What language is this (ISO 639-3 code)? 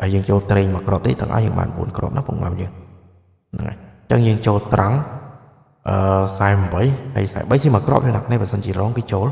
khm